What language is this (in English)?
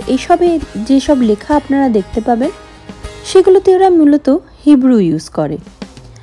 Bangla